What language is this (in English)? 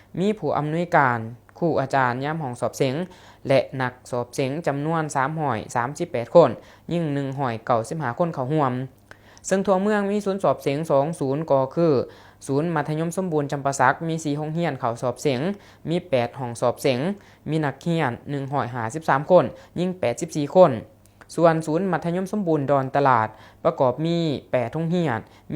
Lao